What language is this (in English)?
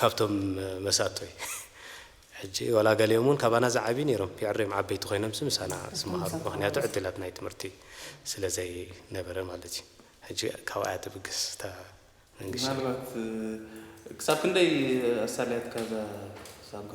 Tigrinya